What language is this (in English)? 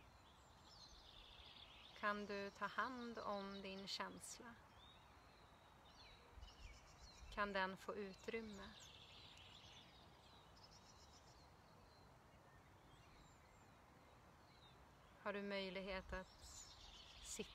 Swedish